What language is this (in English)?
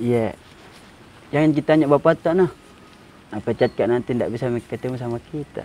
Makassar Malay